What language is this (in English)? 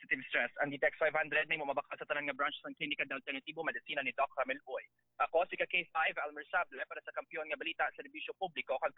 Hiligaynon